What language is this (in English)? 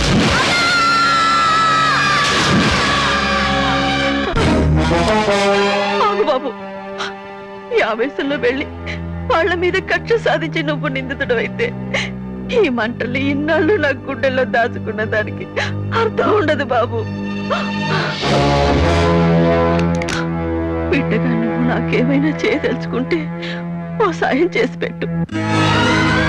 Telugu